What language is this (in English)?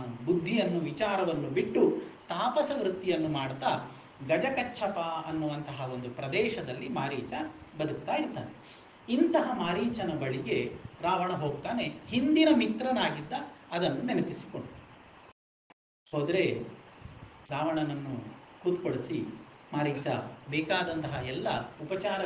Kannada